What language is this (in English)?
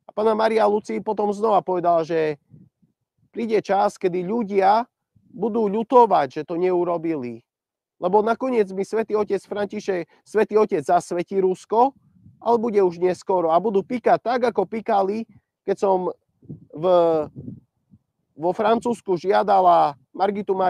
Slovak